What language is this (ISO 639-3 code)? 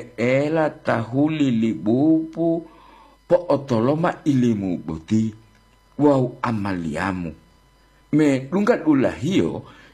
gor